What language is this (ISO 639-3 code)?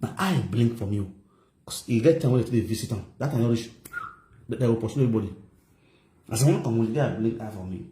pcm